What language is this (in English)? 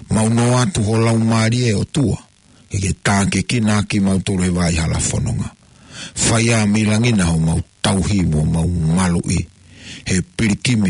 Tongan